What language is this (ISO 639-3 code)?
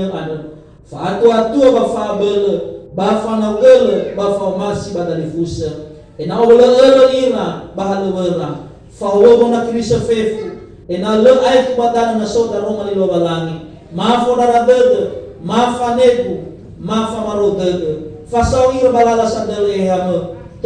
nia